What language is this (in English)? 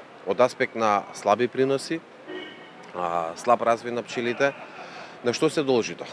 Macedonian